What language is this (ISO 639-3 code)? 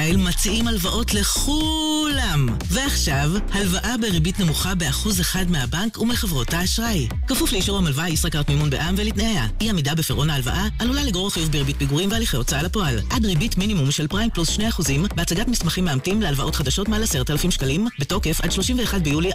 heb